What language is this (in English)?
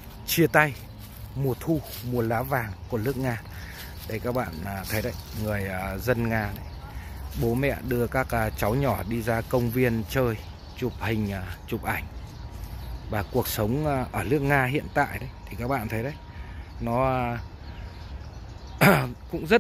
Vietnamese